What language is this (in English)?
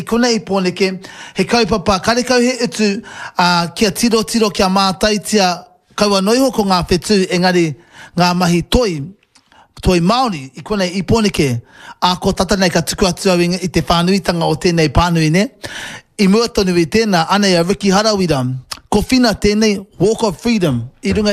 Māori